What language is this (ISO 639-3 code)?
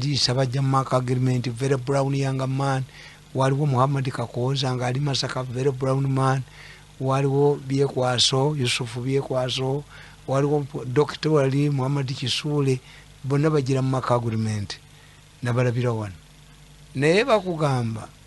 lug